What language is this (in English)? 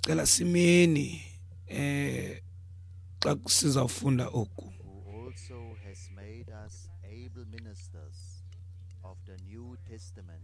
Xhosa